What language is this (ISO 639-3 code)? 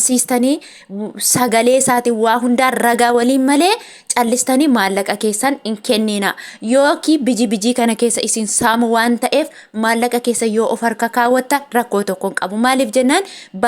orm